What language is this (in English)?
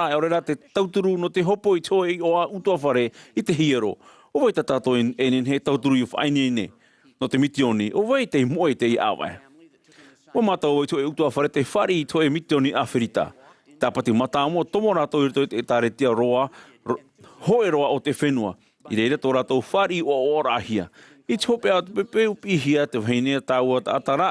Tahitian